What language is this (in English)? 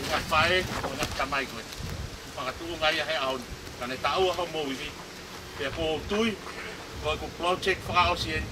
Tongan